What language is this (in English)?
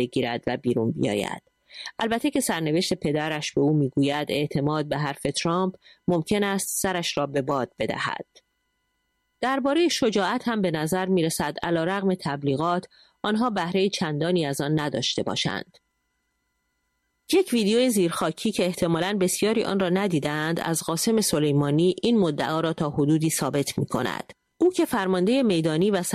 Persian